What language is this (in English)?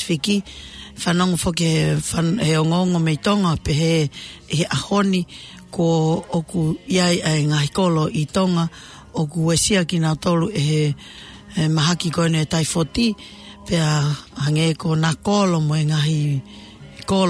Tongan